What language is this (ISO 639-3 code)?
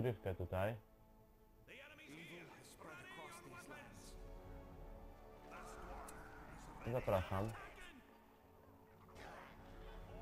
pol